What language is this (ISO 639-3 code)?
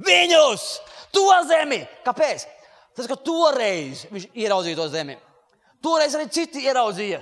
lav